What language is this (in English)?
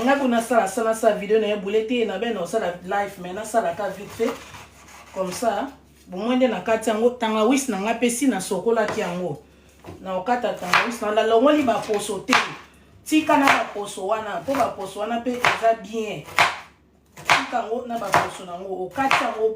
Lingala